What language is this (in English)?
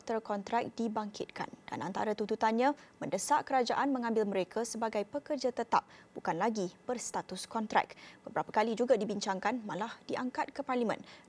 Malay